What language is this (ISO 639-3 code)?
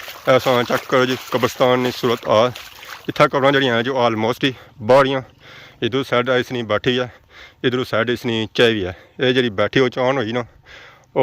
phr